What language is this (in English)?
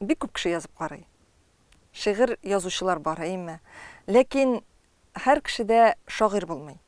Tatar